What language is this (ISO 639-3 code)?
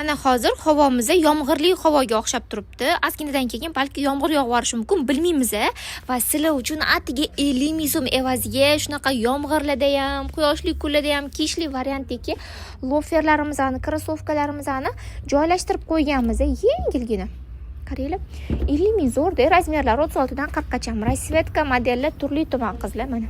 uzb